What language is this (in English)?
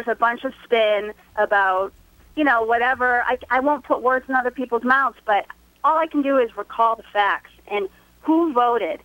English